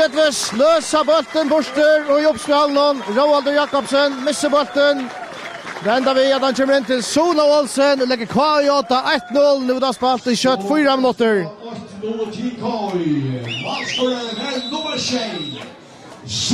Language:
Faroese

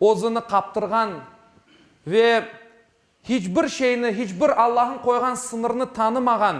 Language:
Crimean Tatar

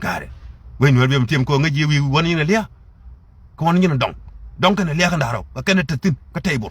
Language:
Nuer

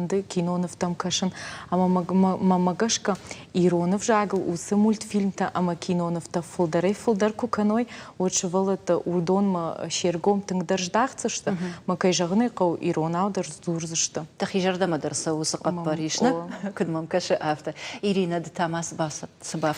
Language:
Ossetic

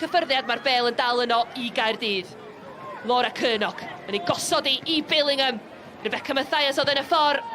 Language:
Welsh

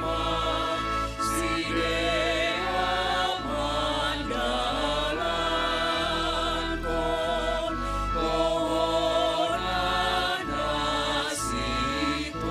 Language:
Batak Simalungun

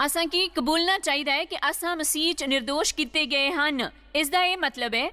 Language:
Dogri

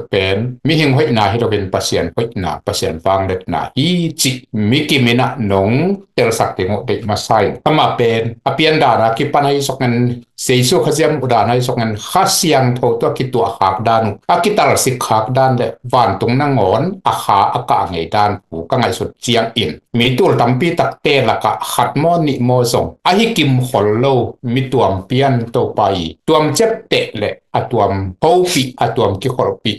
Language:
Tedim Chin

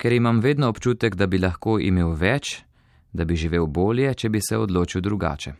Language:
Slovenian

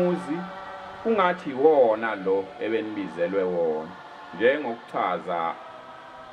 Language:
Zulu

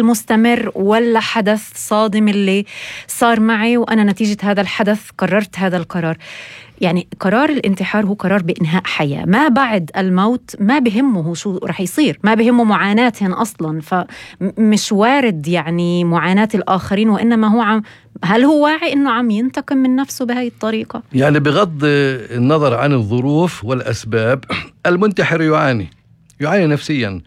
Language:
North Levantine Arabic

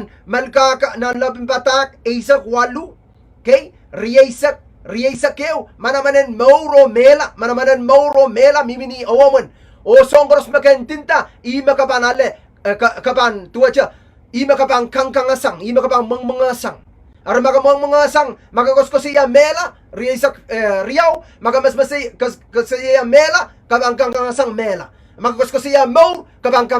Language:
Pohnpeian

